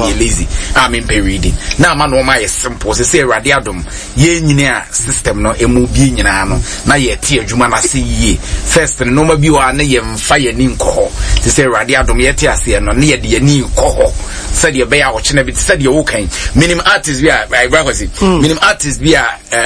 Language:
Akan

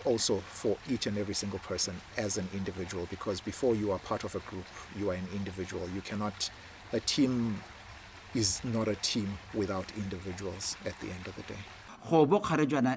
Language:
Tswana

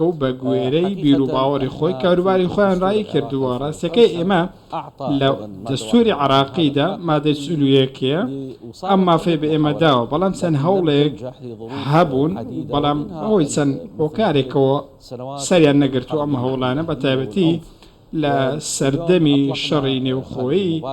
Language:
Central Kurdish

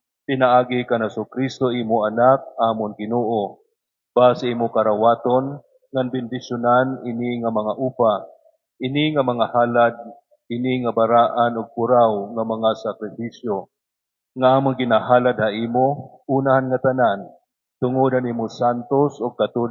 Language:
Waray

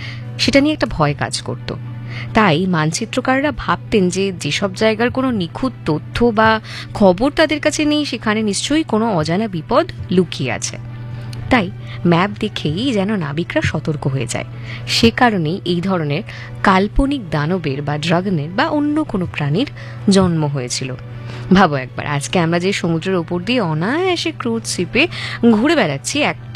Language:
Bangla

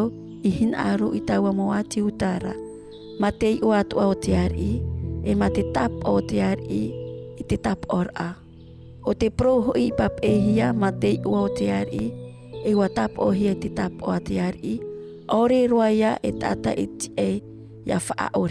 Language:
Tahitian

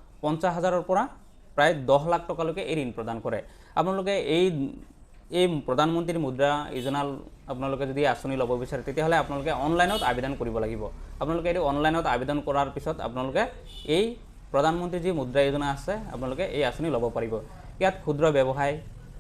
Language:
Assamese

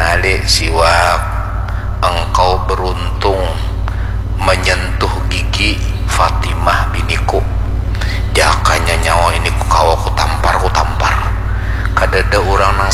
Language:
Banjar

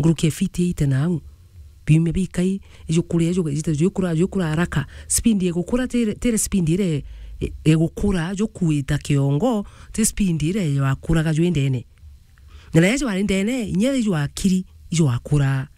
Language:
Meru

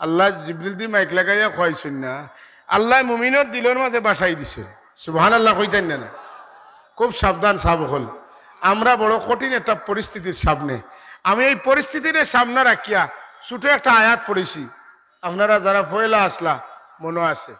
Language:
Sylheti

